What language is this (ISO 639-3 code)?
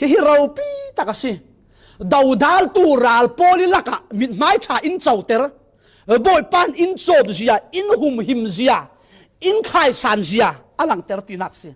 cfm